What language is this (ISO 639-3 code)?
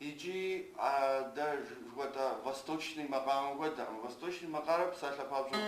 kbd